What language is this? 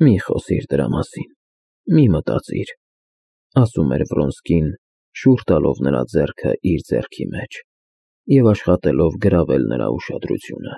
Armenian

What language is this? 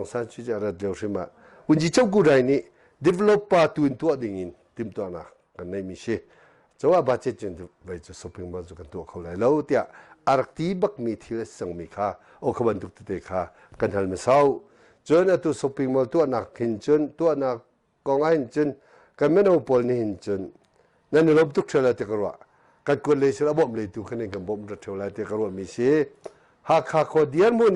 Hakha Chin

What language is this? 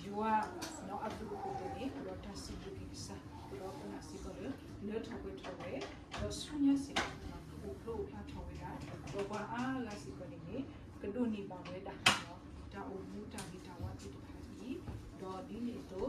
S'gaw Karen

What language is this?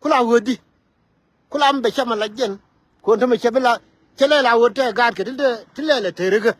Nuer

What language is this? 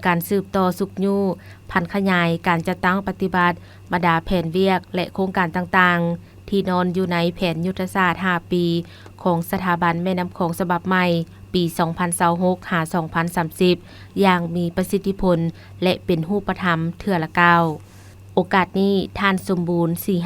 Lao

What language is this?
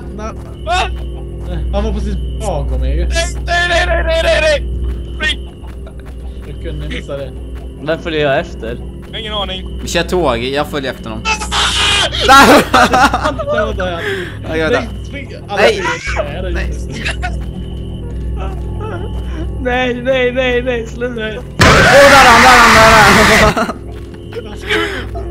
Swedish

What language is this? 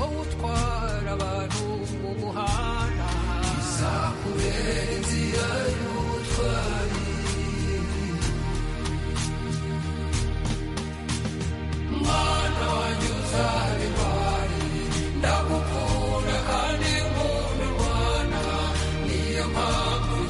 Kinyarwanda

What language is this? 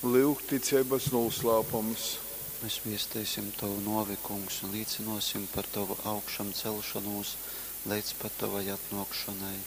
Latgalian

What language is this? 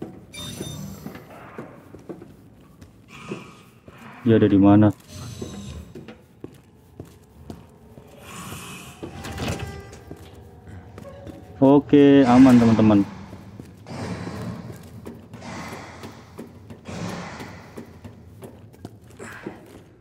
Indonesian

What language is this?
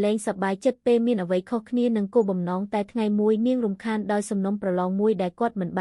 Khmer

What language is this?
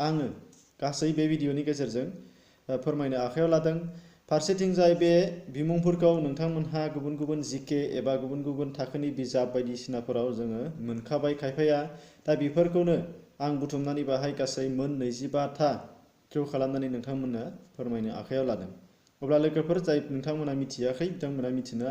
Bodo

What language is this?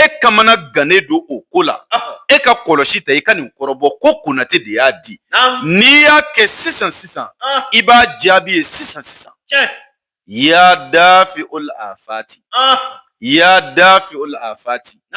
Bambara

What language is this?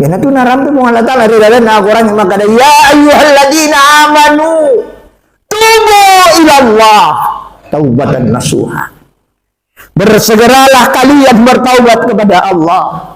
Buginese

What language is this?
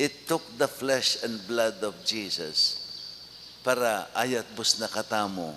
Pampanga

